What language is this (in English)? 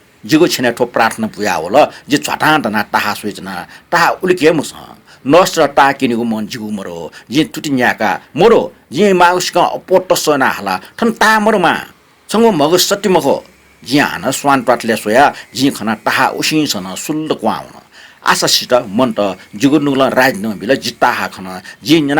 Newari